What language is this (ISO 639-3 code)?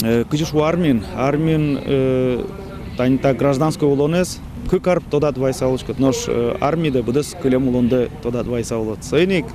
udm